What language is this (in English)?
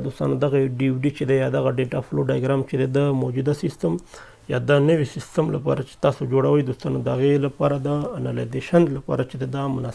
Pashto